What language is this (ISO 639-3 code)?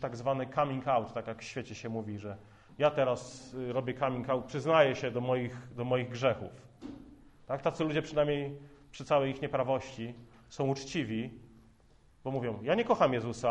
pol